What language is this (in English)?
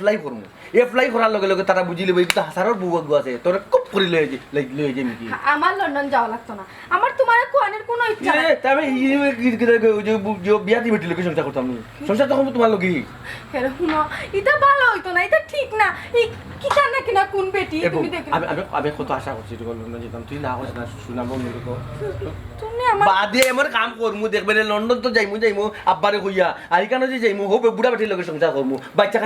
Sylheti